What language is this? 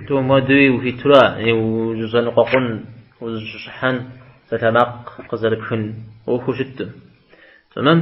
Kabardian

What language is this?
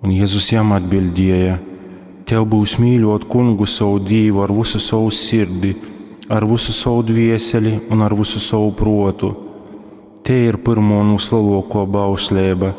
Latgalian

